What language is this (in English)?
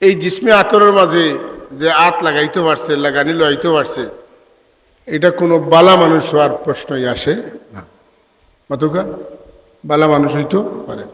Sylheti